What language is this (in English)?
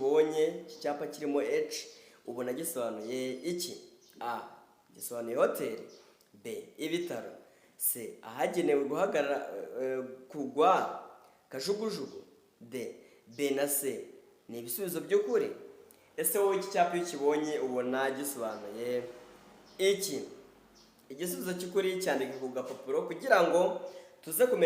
Kinyarwanda